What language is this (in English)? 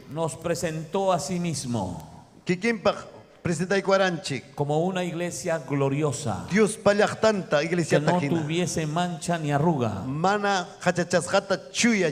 Ayacucho Quechua